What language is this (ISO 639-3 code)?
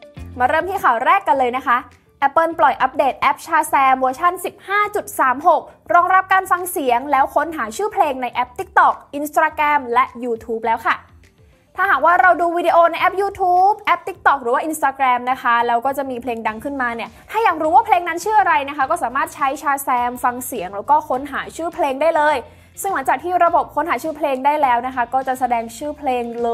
tha